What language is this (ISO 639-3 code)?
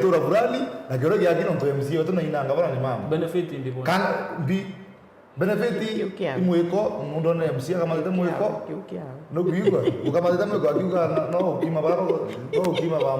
mer